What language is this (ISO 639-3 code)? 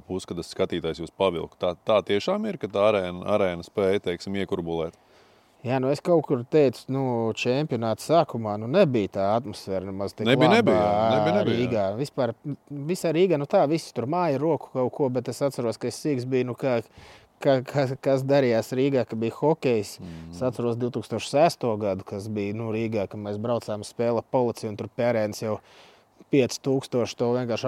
lav